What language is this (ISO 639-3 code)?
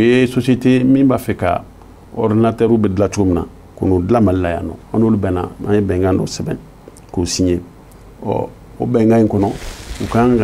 bam